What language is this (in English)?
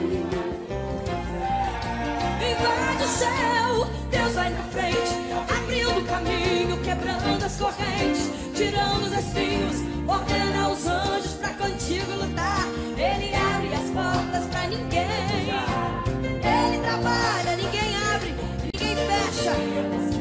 Portuguese